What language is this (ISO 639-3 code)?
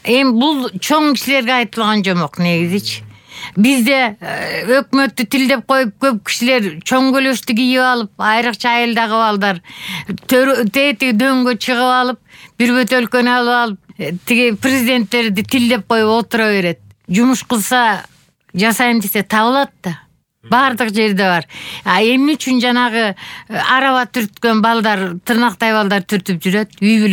kir